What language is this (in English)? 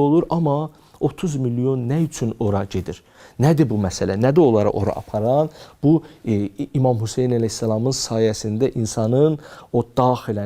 Azerbaijani